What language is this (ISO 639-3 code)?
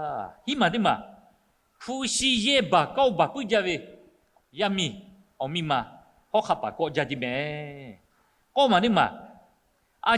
lhu